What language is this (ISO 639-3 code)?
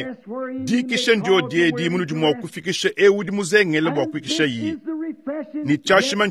lua